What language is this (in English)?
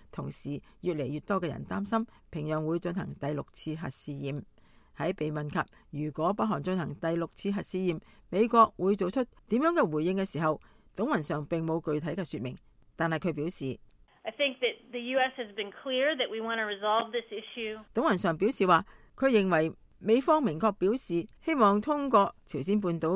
Cantonese